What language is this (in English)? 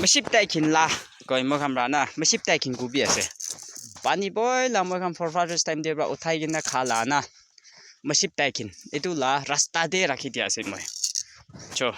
Naga Pidgin